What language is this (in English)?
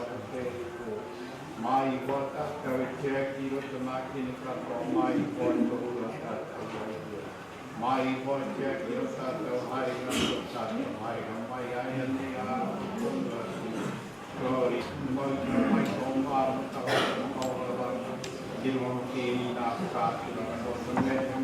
Māori